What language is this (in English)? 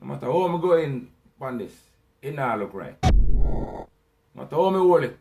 Jamaican Creole English